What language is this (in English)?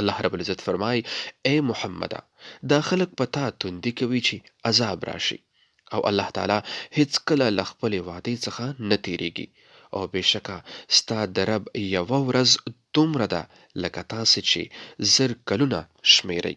Pashto